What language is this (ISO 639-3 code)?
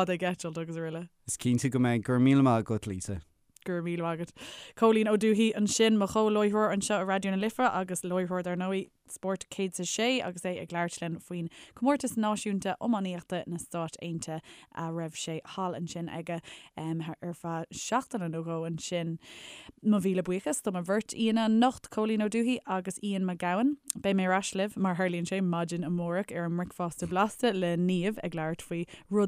gle